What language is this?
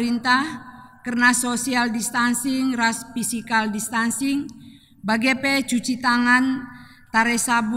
Batak Karo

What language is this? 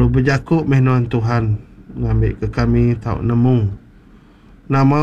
Iban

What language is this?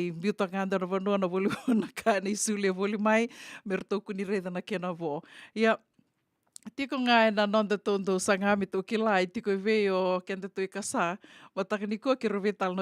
Fijian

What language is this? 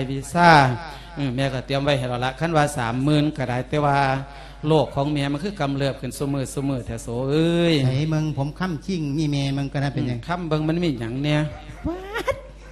Lao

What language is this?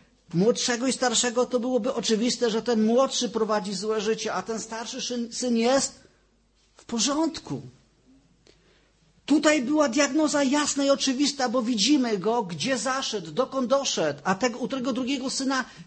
Polish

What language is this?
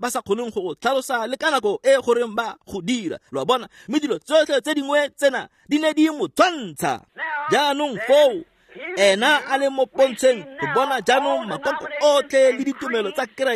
Tswana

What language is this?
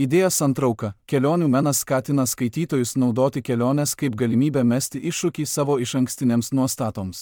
Lithuanian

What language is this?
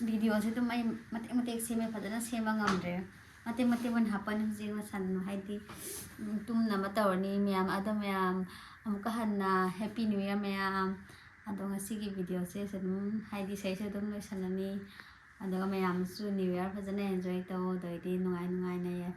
Manipuri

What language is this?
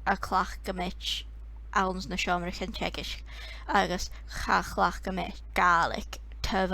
Scottish Gaelic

